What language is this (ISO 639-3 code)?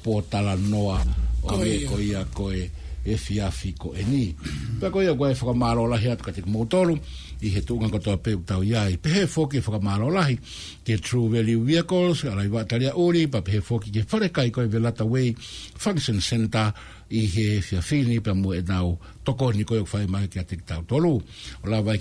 ton